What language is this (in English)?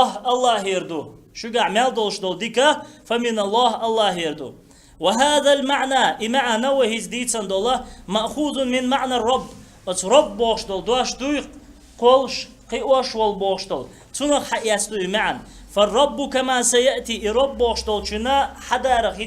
Chechen